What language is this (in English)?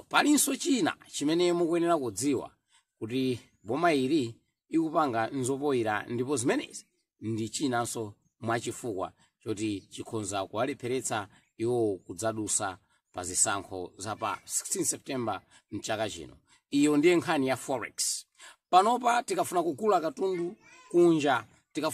Nyanja